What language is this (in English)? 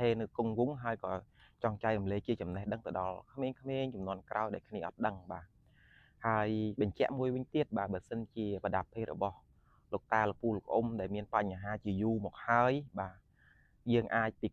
Khmer